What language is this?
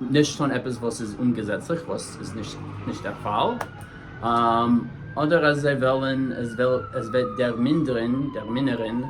Yiddish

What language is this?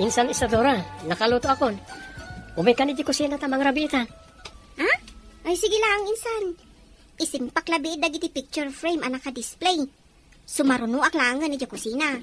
Iloko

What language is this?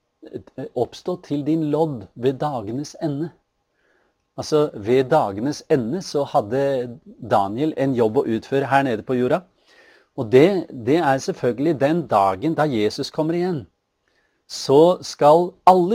Norwegian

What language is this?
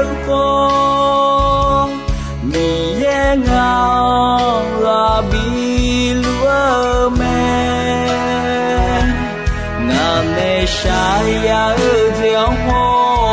Akha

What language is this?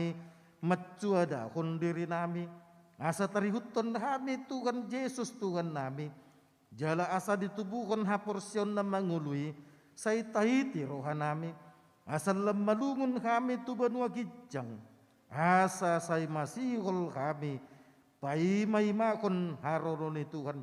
Batak Toba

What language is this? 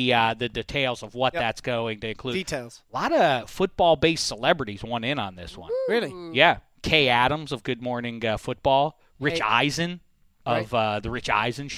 English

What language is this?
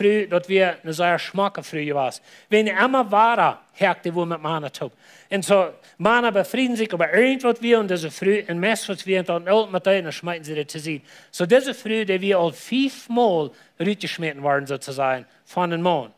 Plautdietsch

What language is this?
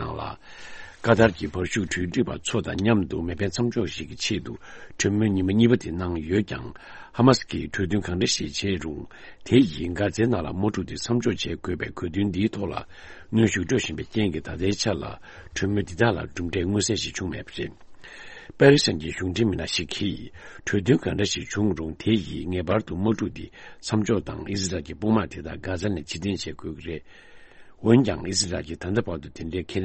Tibetan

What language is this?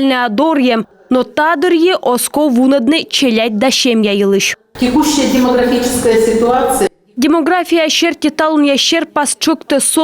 Komi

